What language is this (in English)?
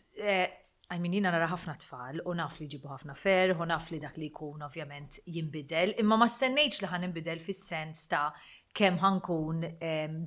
Maltese